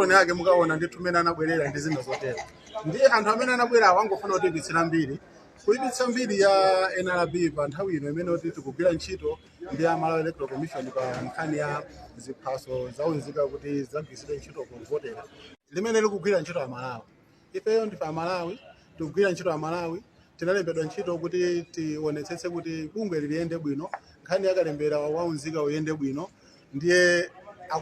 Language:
Nyanja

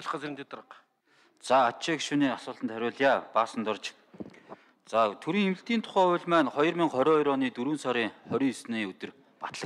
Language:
Mongolian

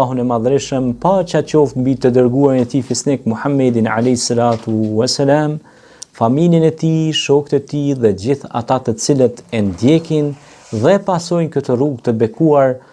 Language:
Albanian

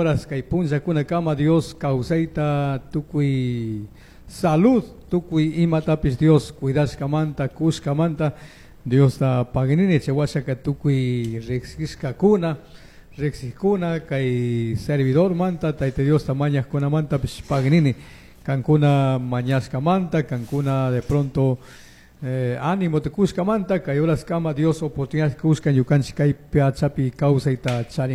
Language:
Chimborazo Highland Quichua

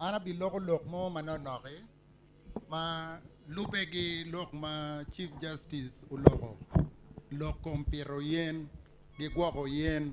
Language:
Acoli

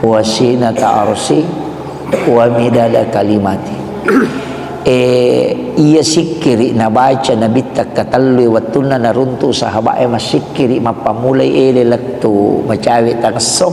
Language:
Buginese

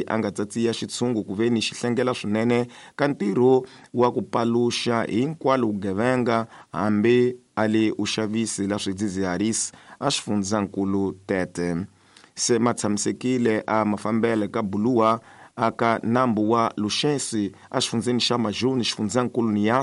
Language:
Tsonga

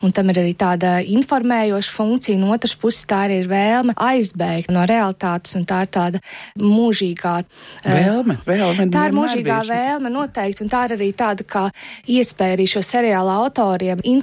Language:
Latvian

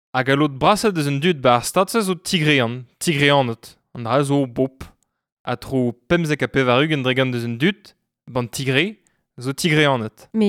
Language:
Breton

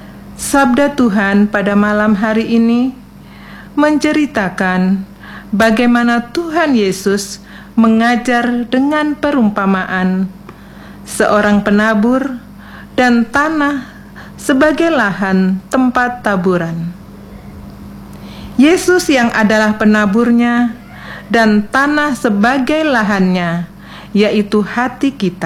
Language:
Indonesian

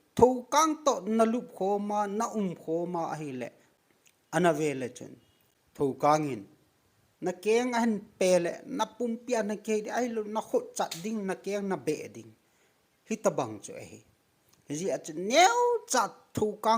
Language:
Thado Chin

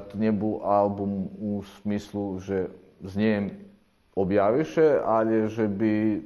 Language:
Rusyn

